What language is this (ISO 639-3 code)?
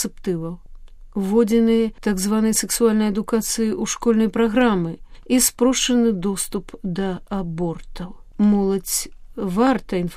bel